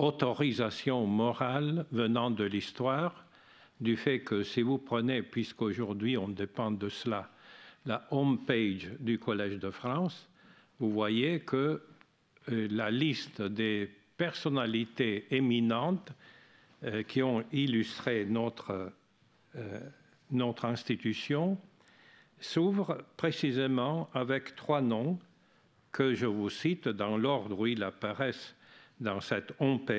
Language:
French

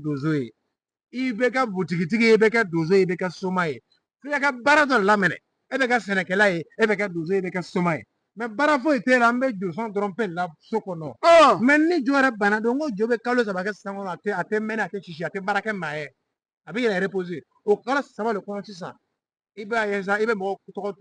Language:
Bambara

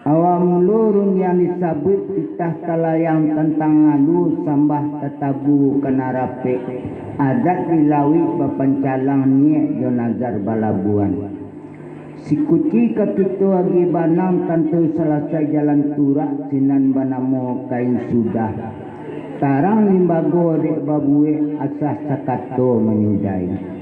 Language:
Minangkabau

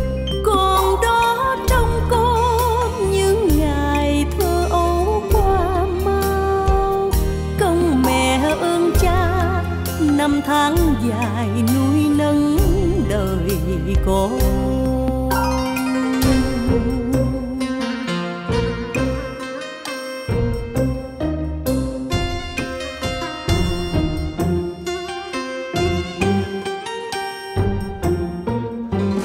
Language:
Vietnamese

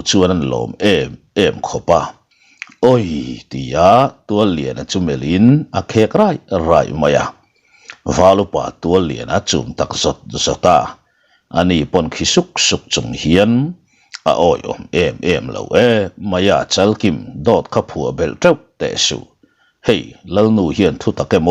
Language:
Mizo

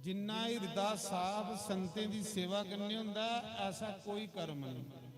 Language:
Dogri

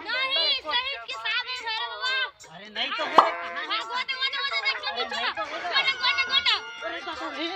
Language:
Chhattisgarhi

